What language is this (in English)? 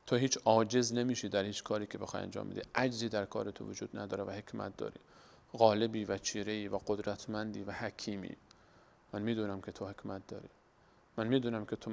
Persian